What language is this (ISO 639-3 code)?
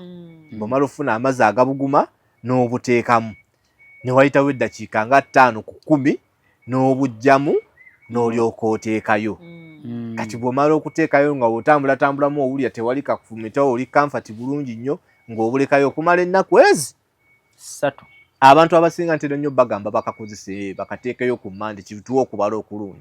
lug